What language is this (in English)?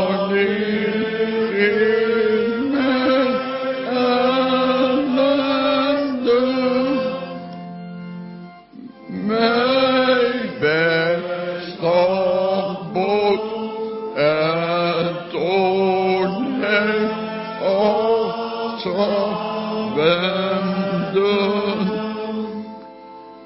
Dutch